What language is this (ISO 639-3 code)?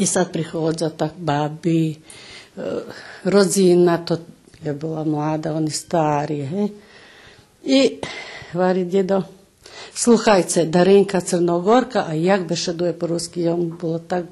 rue